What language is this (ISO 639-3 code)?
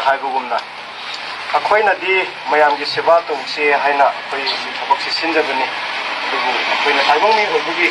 mni